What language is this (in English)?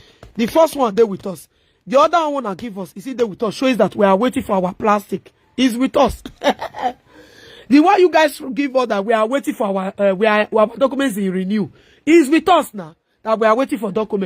Nigerian Pidgin